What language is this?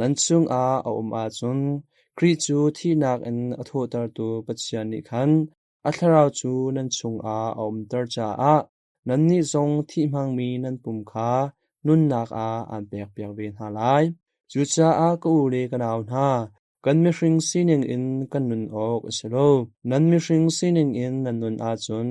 Hakha Chin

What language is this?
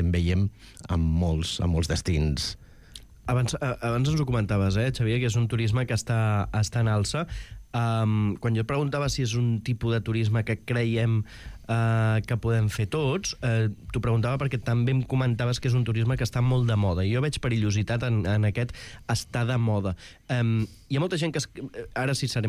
Catalan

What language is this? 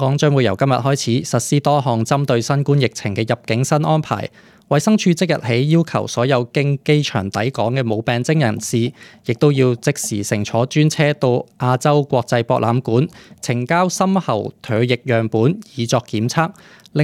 Cantonese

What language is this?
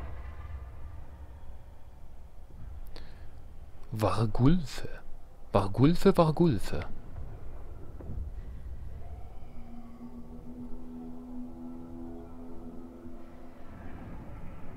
German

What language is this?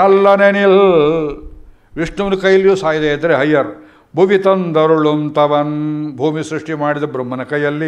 Kannada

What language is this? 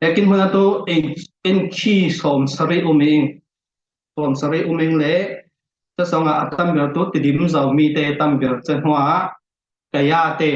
Falam Chin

